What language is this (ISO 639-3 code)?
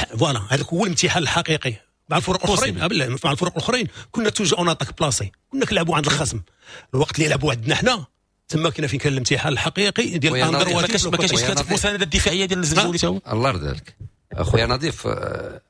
ary